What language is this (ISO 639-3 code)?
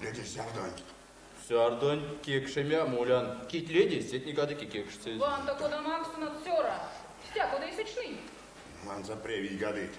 myv